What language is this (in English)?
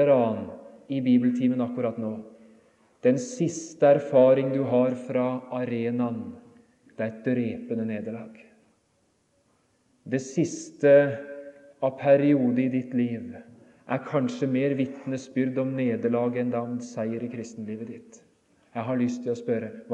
Norwegian